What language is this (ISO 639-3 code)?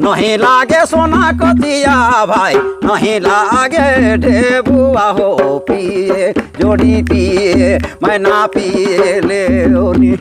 sck